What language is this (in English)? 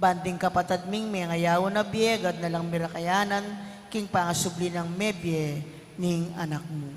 Pampanga